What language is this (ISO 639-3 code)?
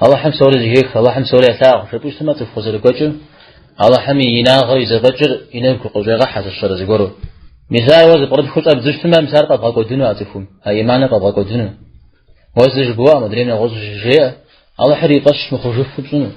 kbd